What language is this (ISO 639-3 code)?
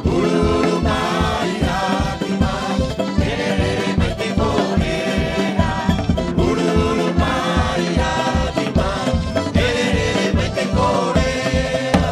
rap